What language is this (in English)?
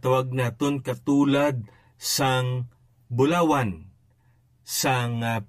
Hiligaynon